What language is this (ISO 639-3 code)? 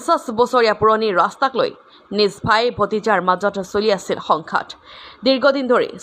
asm